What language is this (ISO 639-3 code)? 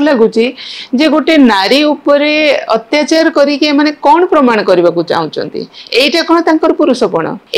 ori